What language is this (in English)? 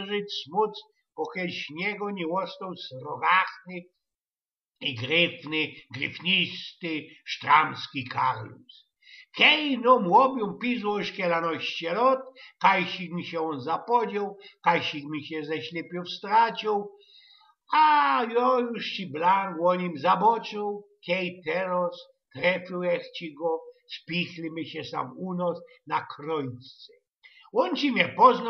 Silesian